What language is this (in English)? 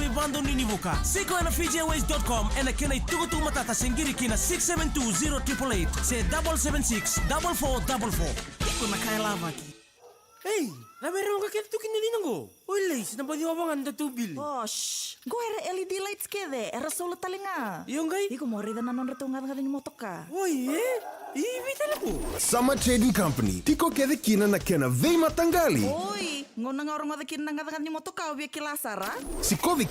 Fijian